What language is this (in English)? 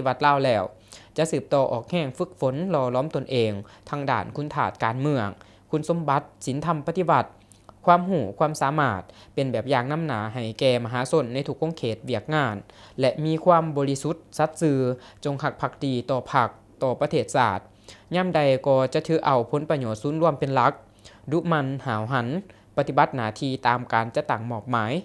Lao